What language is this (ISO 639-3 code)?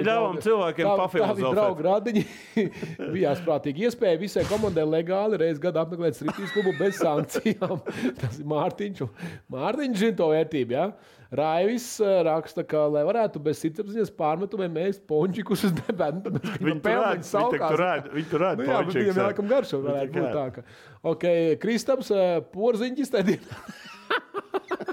lav